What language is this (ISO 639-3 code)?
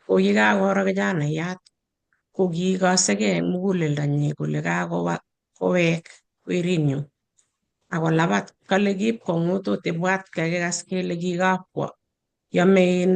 kln